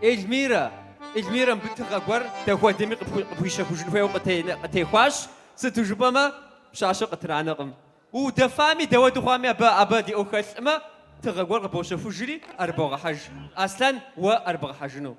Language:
Kabardian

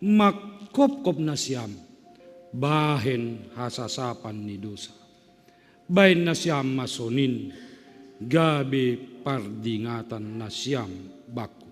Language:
Batak Simalungun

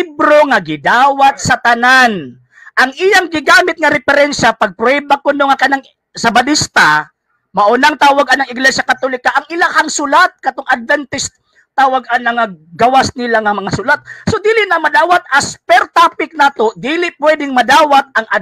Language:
Cebuano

